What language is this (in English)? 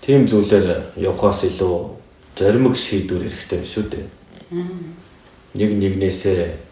Mongolian